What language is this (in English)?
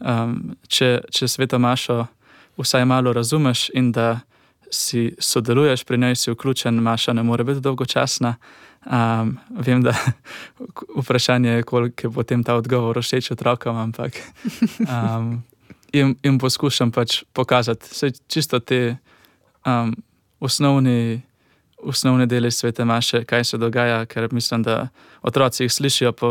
Slovenian